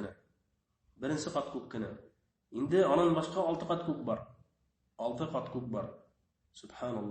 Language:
Bashkir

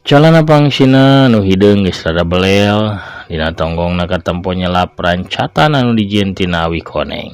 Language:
Sundanese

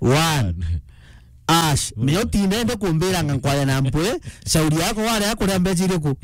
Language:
Meru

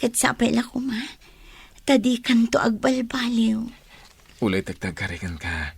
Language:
Iloko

